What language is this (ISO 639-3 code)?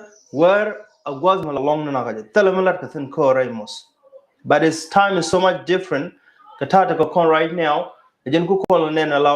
nus